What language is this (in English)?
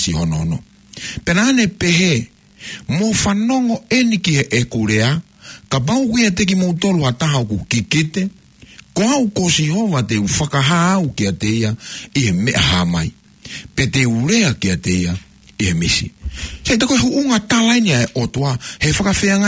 Tongan